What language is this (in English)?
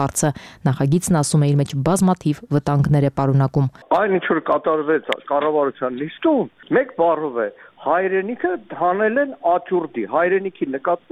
Armenian